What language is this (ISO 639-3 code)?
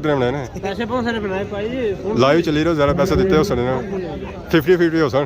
phr